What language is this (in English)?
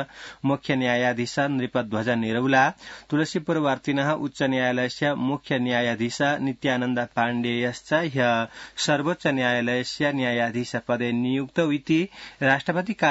Sanskrit